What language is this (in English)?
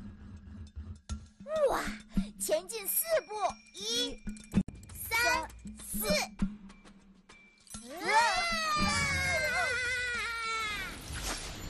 Chinese